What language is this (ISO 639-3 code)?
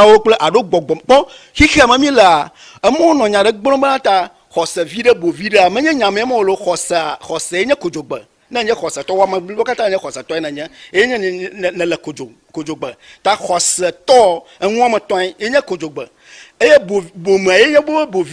ewe